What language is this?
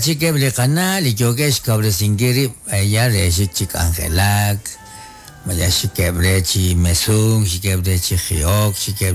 Kekchí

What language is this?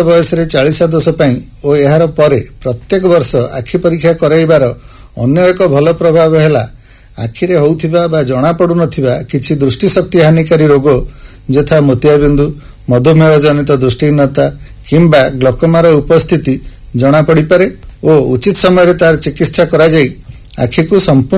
Odia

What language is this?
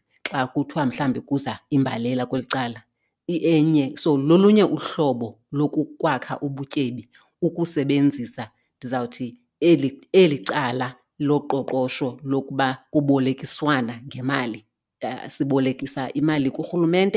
Xhosa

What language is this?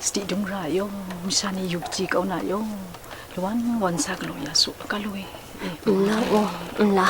Kachin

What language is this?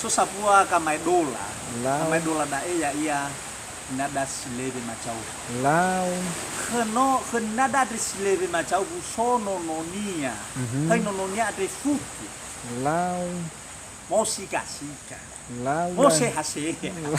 Nias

